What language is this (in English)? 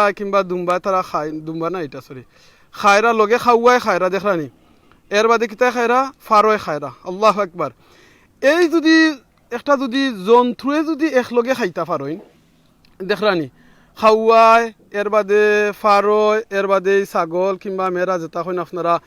Sylheti